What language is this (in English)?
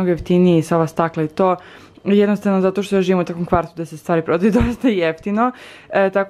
Croatian